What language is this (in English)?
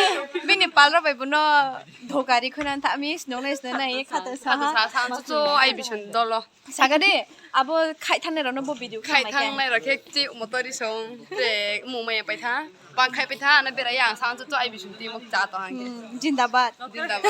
Riang (India)